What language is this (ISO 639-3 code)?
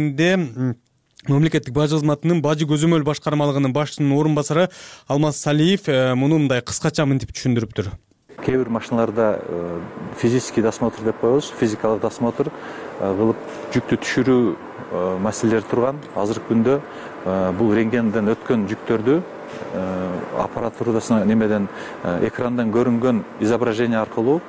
kir